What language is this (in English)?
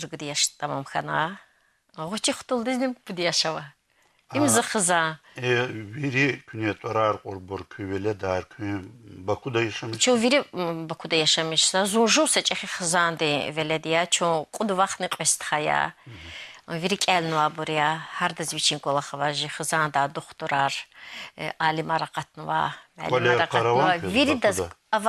Lezghian